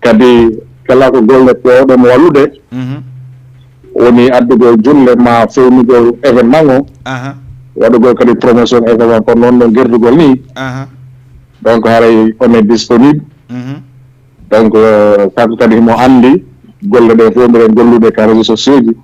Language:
Fula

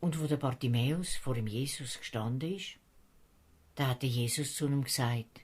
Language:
Swiss German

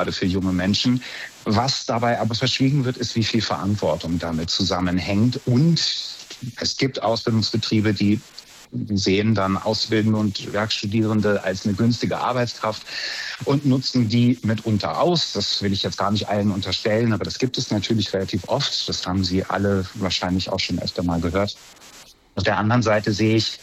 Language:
German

